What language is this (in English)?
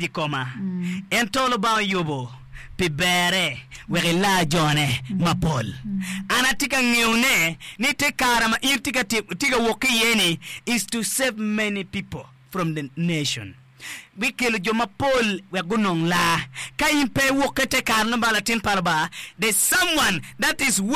Acoli